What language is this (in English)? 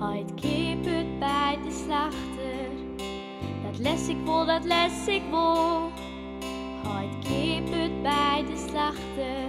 Western Frisian